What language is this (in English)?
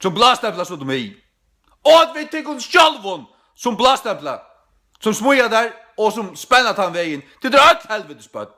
Faroese